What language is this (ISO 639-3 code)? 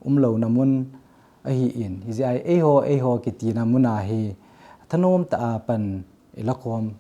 tcz